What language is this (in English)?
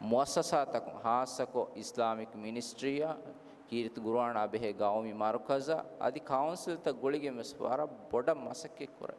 Divehi